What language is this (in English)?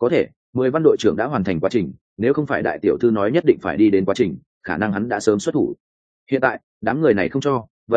Vietnamese